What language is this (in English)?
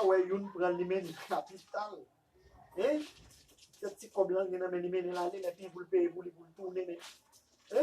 Haitian Creole